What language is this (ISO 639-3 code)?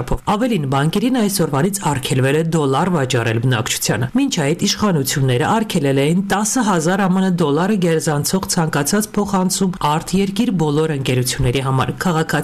hye